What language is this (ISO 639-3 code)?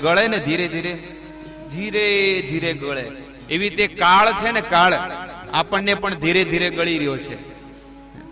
guj